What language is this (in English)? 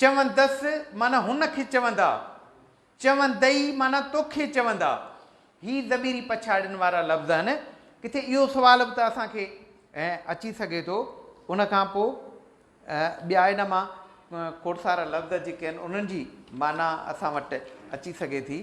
Sindhi